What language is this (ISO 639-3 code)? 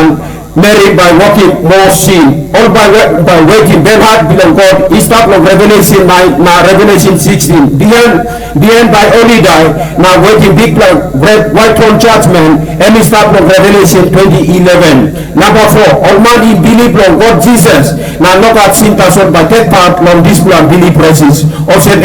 tpi